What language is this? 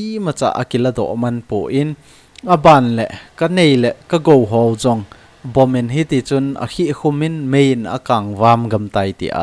Thado Chin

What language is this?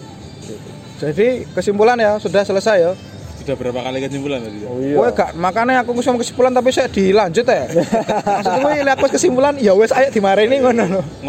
Indonesian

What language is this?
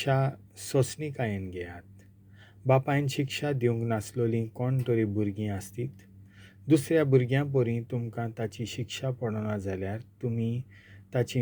Konkani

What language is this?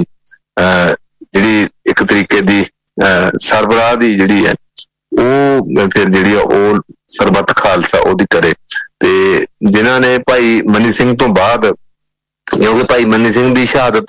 Punjabi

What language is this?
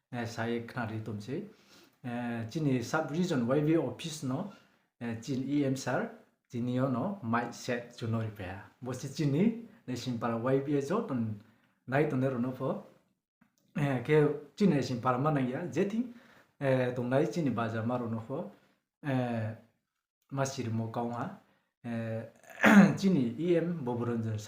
Riang (India)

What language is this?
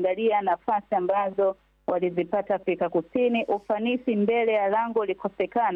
Swahili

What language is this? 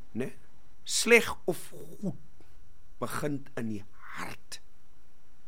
Afrikaans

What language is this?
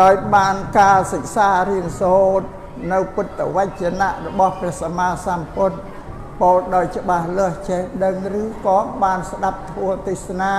Khmer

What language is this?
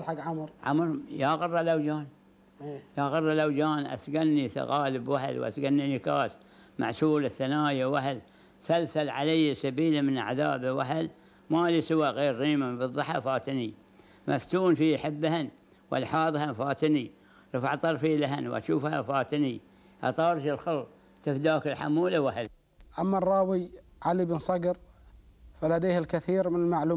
Gulf Arabic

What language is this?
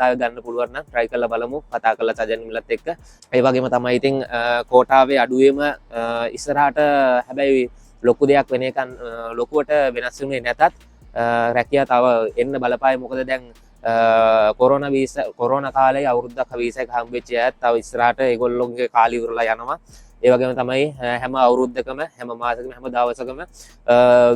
Sinhala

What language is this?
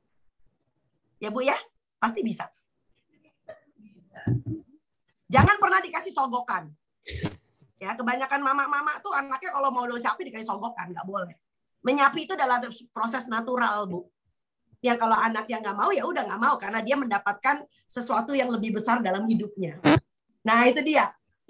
Indonesian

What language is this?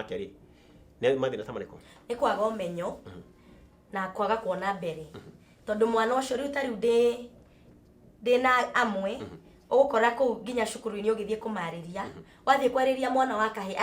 Kikuyu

